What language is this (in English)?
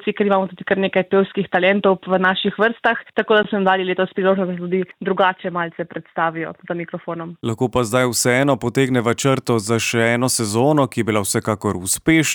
Slovenian